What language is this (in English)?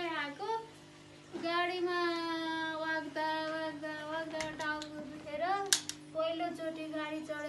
Nepali